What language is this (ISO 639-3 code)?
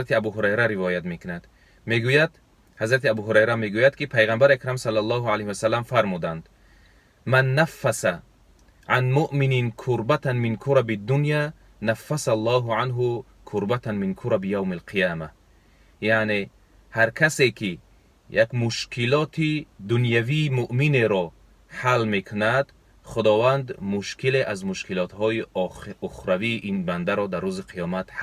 tgk